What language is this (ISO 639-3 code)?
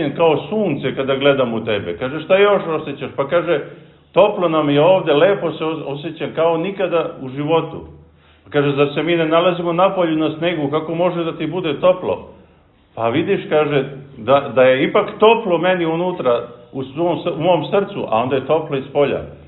srp